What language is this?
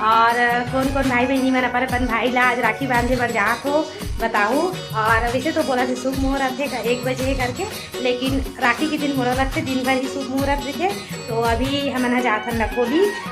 Chhattisgarhi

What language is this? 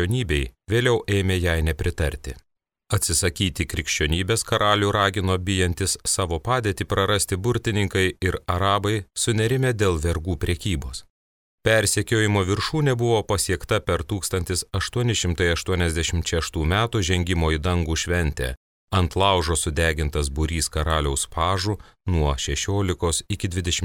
Lithuanian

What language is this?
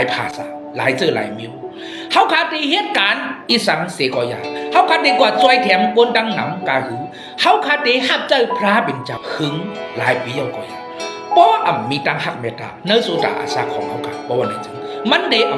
Shan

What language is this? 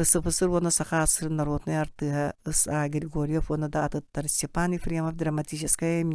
Yakut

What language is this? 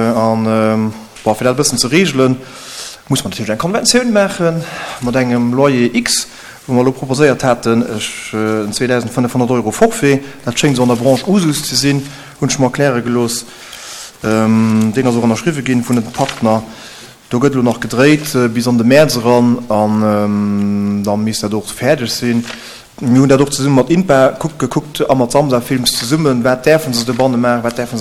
Luxembourgish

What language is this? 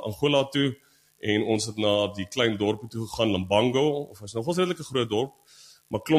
Afrikaans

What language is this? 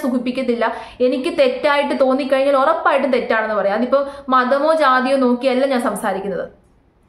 Malayalam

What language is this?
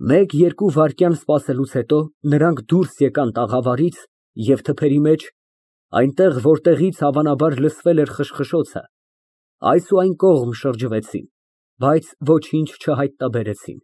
Armenian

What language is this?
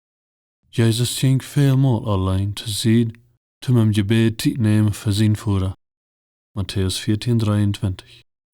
Plautdietsch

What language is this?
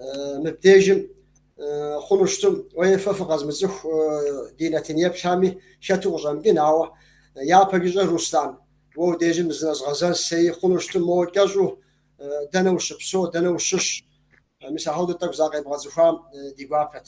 Kabardian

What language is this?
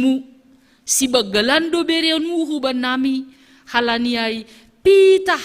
Batak Simalungun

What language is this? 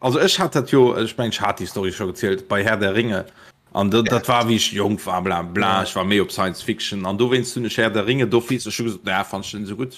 Luxembourgish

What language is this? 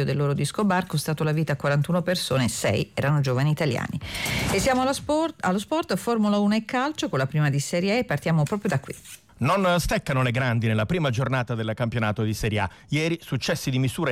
Italian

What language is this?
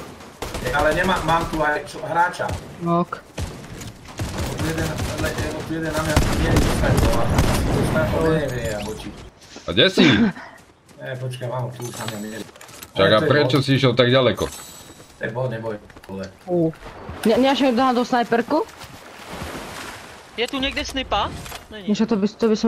Slovak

